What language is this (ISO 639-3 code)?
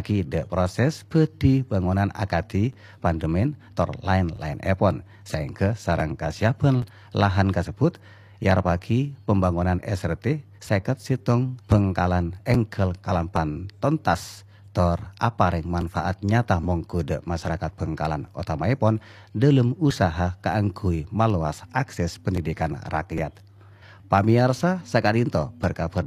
mad